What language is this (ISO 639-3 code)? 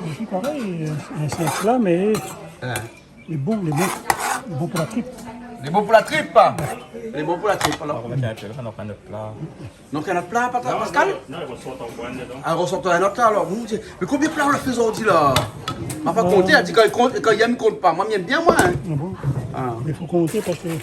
rcf